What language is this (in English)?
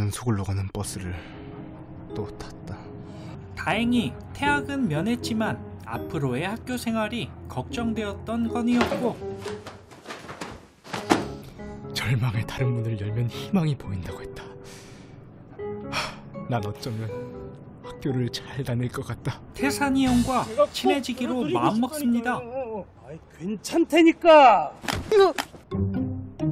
Korean